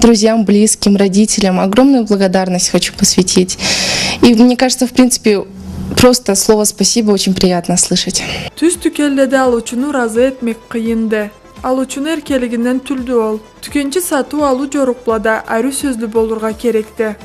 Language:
Karachay-Balkar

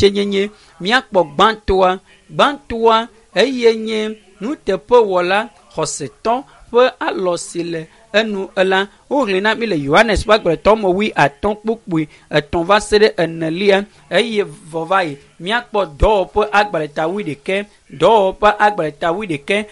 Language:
Ewe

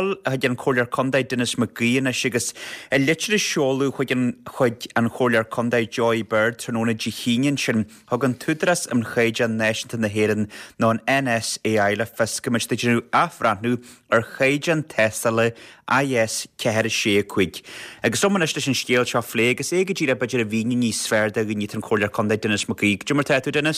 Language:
Irish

